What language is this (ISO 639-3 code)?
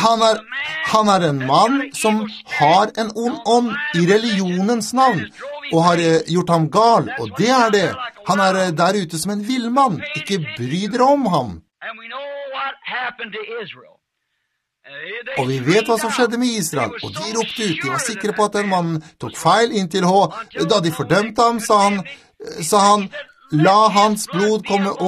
nor